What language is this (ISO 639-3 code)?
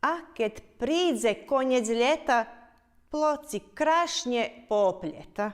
rue